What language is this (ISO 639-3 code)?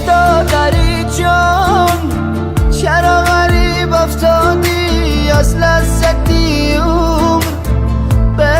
tgk